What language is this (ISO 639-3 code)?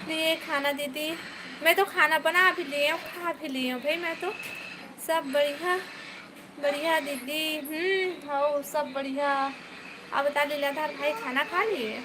hne